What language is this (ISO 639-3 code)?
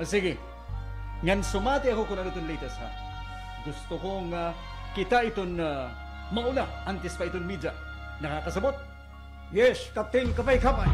war